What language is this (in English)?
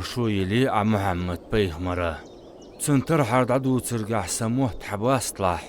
Ingush